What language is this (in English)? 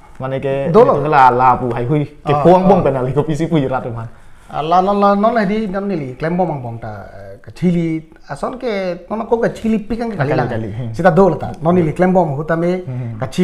Karbi